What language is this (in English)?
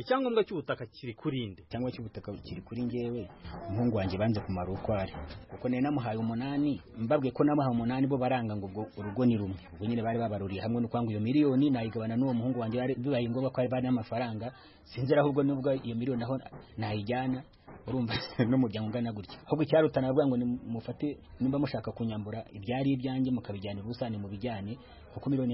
Kinyarwanda